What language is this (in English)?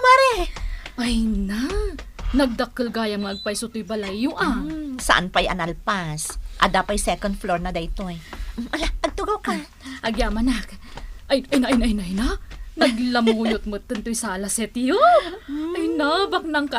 Iloko